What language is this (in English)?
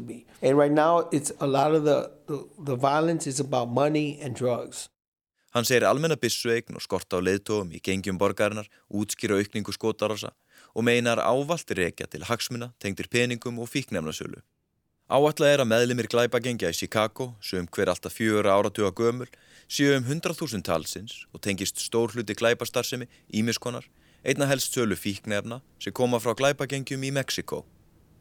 Icelandic